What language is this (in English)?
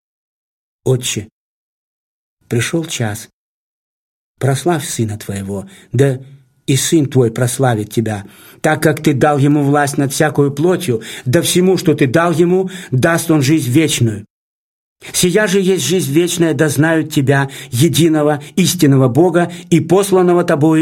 Russian